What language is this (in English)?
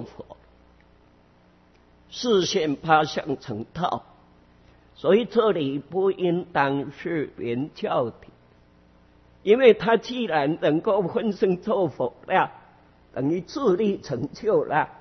Chinese